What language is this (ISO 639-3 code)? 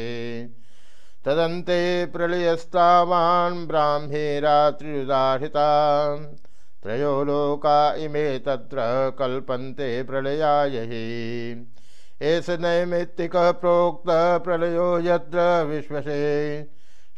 san